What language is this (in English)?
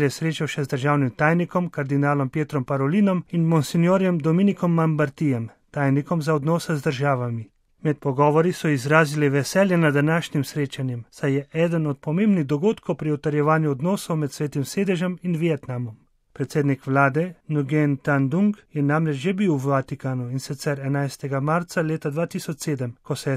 Slovenian